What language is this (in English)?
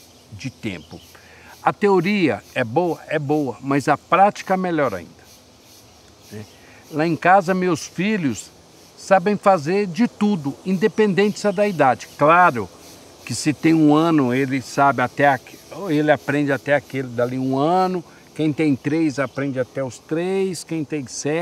Portuguese